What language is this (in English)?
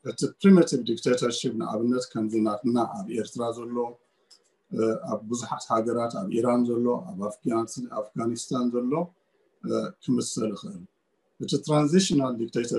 Tigrinya